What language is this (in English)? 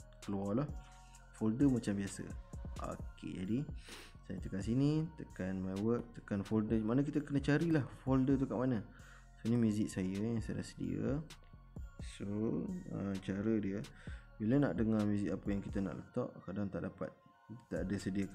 Malay